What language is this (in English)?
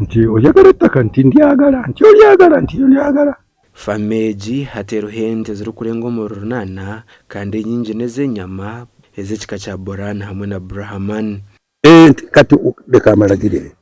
Nyankole